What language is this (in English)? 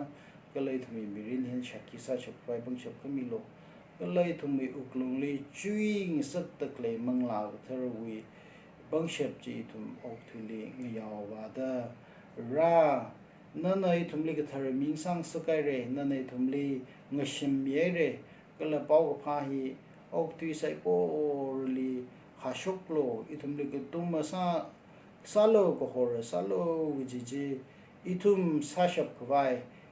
Tangkhul Naga (India)